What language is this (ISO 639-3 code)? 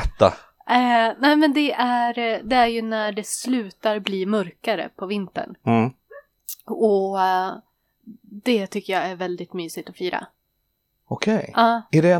swe